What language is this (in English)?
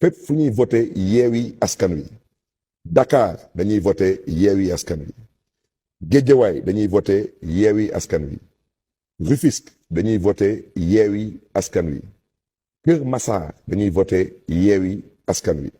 Wolof